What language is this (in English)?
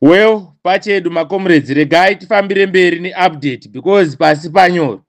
Shona